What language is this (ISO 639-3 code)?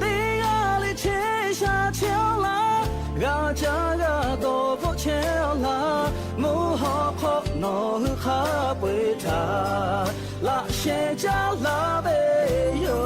lhu